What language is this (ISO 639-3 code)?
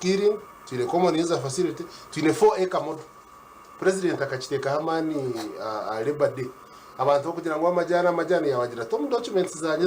nyn